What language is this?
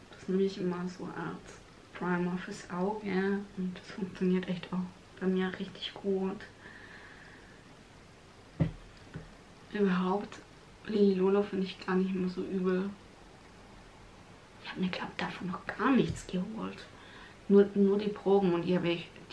German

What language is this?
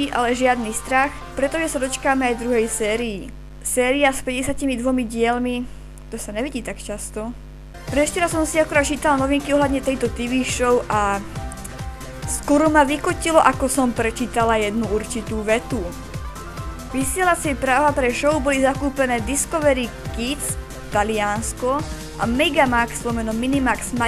Slovak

